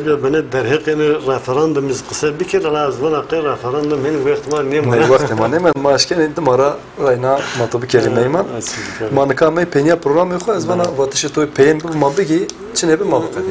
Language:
Zaza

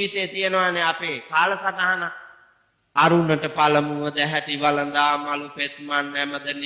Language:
Sinhala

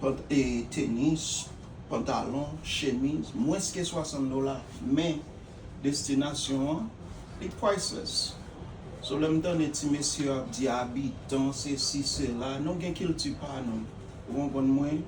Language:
Haitian Creole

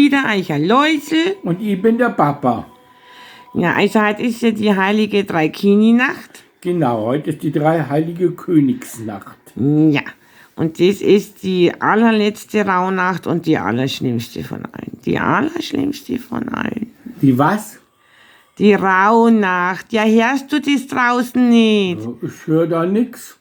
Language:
Bavarian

